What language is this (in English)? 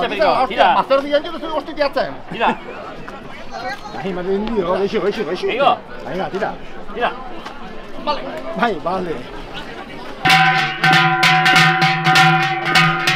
Basque